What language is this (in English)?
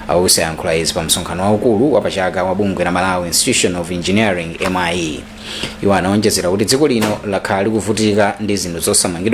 Nyanja